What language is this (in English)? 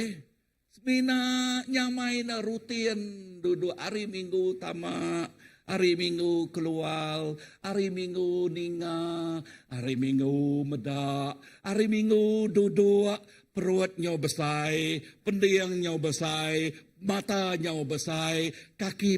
Iban